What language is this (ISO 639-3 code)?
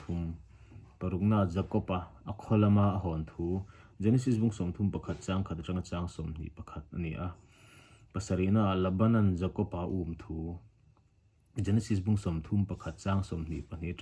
lus